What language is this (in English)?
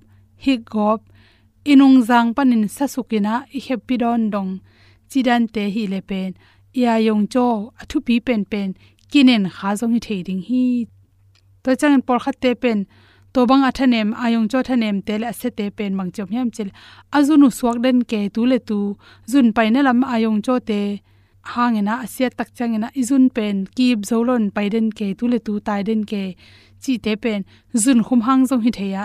Tedim Chin